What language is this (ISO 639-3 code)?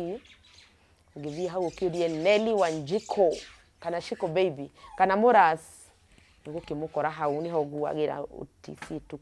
kik